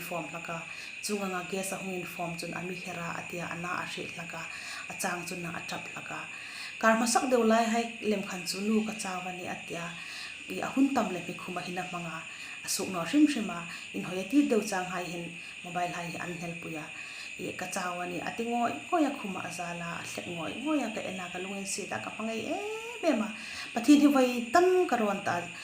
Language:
Hmar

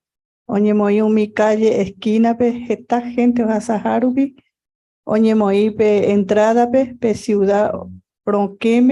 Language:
Guarani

